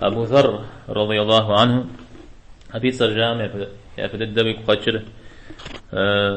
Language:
Kabardian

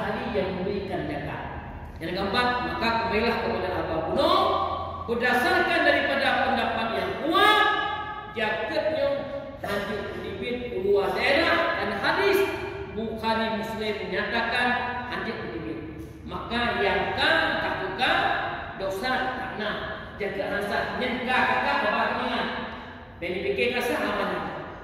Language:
Achinese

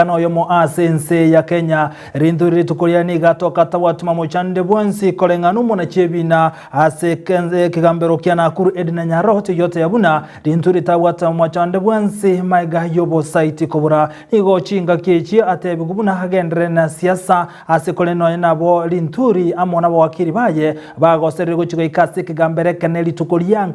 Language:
Gusii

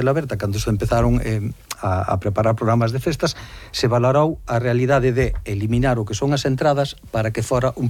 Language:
Galician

